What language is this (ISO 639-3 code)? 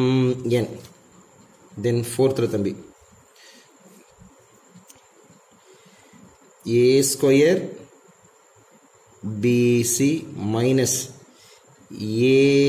tam